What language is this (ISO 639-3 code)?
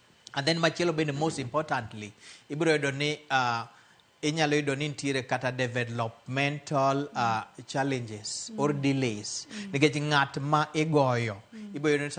luo